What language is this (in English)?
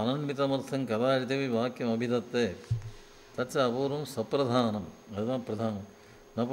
Sanskrit